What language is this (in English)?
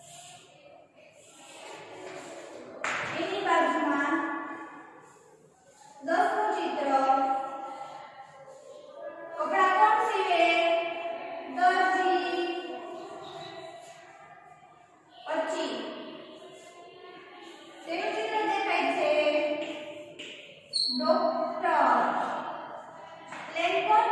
Gujarati